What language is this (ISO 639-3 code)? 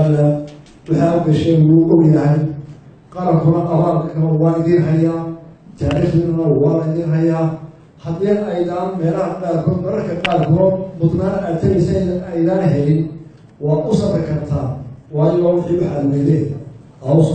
som